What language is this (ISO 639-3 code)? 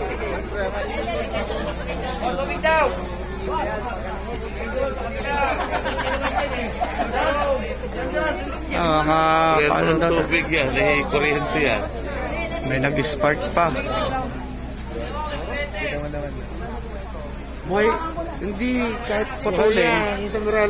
fil